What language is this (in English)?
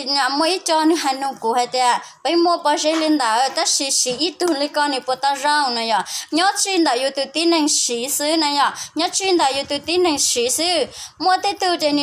Hmong